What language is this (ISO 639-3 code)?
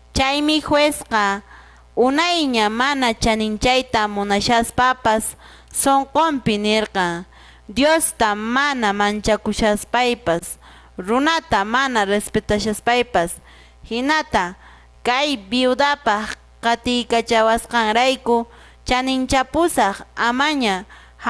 que